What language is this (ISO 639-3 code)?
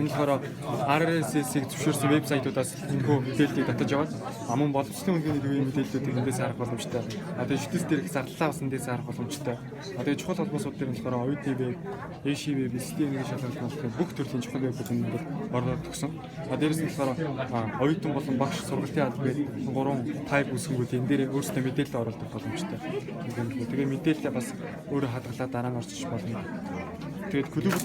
mon